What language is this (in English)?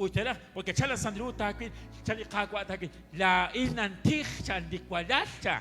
Kekchí